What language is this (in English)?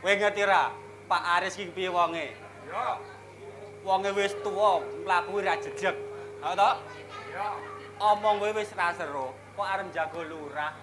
Javanese